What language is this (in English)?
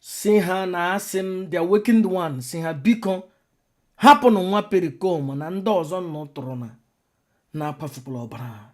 Igbo